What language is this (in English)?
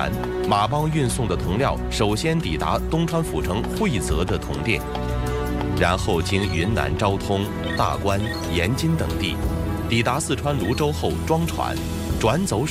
Chinese